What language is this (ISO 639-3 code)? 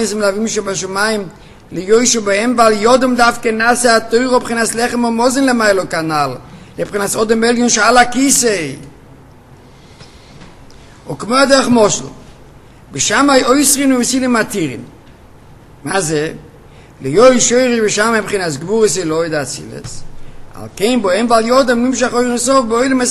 heb